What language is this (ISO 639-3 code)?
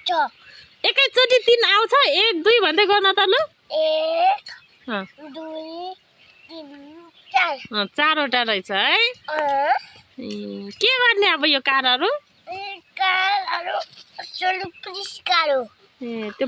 nep